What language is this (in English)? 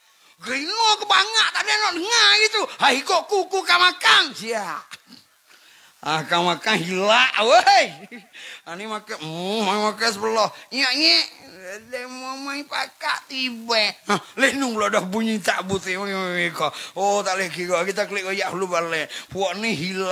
Pattani Malay